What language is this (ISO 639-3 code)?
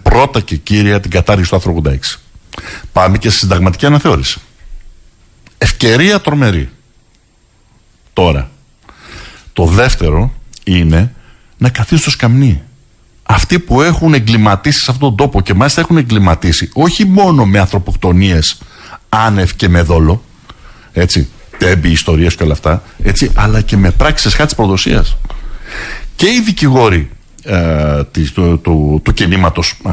ell